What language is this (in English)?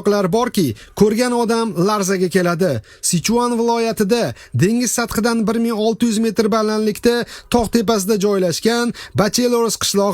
Uzbek